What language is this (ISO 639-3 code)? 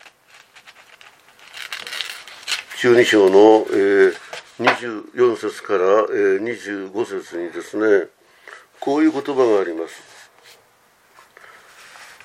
jpn